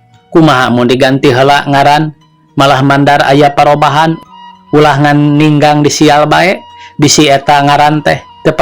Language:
Sundanese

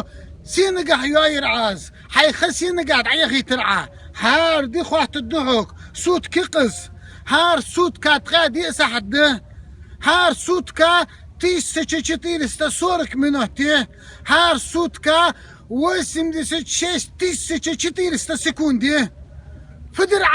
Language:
Chechen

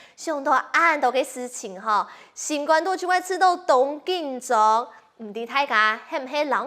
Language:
Hakka Chinese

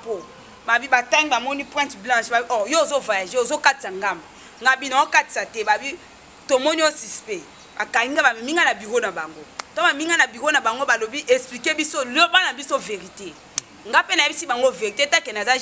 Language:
Lingala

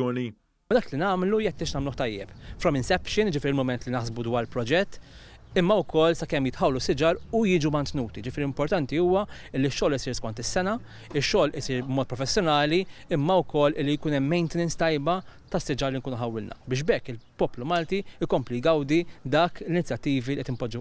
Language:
Maltese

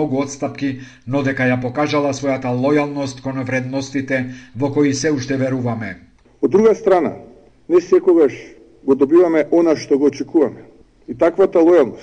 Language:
Macedonian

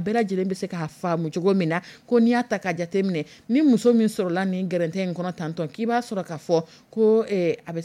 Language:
Dyula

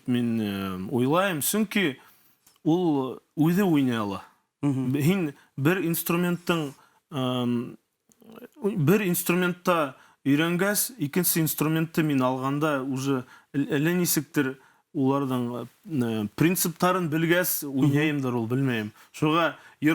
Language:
Bashkir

